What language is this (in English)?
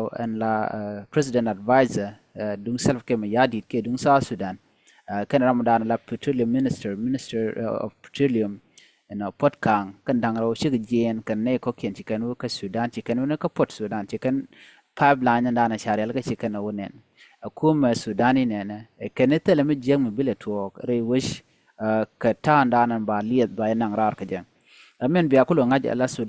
Nuer